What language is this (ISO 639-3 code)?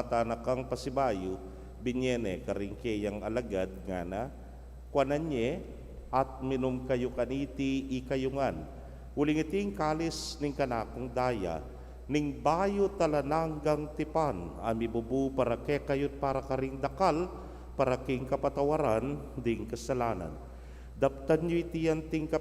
pam